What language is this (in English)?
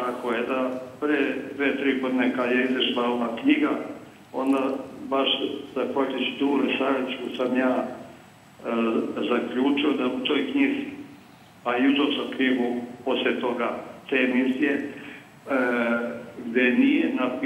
Serbian